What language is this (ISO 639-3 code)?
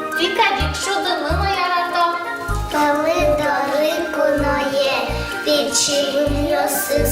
udm